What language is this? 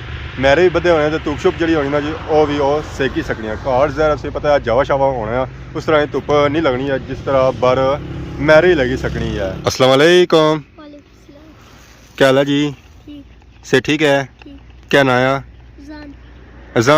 Pahari-Potwari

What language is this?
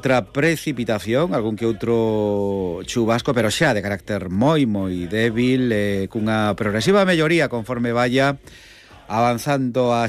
Galician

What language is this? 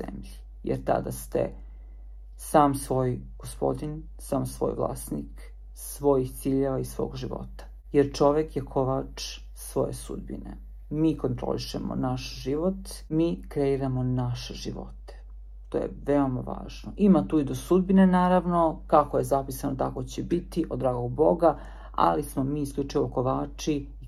Serbian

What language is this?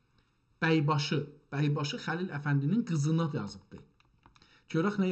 South Azerbaijani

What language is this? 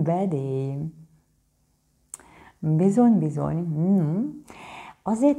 Hungarian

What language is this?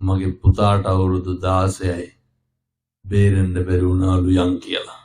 Sinhala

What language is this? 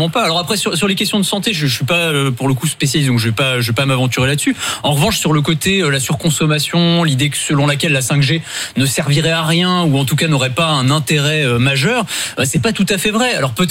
French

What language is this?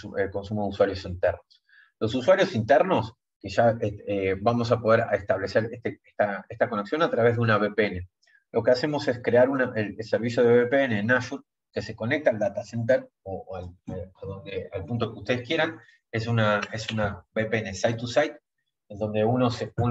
Spanish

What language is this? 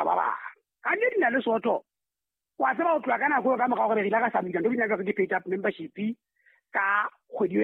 Southern Sotho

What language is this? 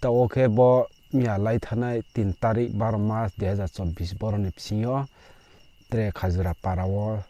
Riang (India)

